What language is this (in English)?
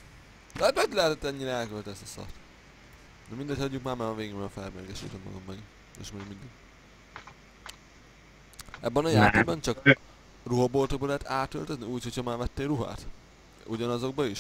Hungarian